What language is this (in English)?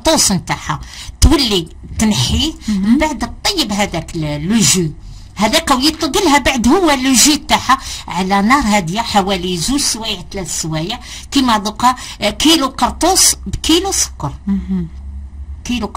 Algerian Arabic